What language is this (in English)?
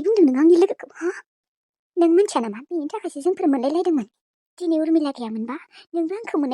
Bodo